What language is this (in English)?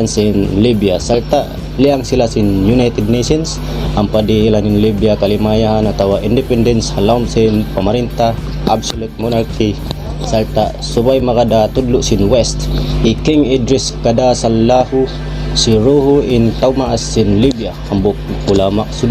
Tausug